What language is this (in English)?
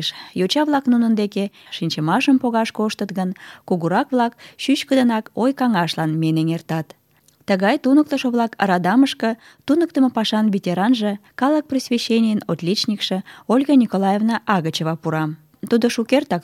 Mari